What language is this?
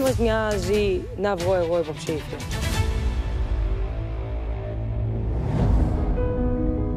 Greek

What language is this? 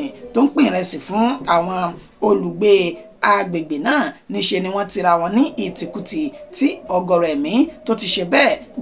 Yoruba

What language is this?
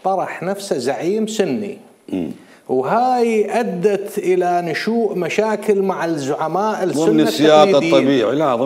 Mesopotamian Arabic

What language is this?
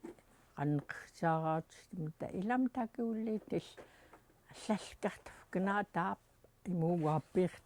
Central Yupik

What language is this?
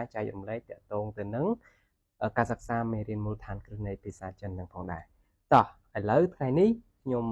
Khmer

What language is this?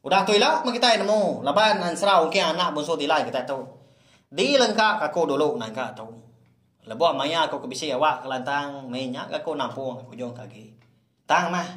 Iban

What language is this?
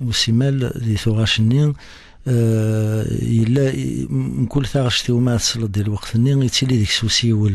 Kabyle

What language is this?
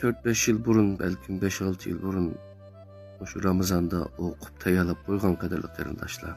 Uyghur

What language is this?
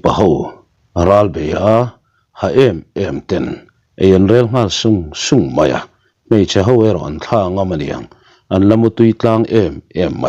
Mizo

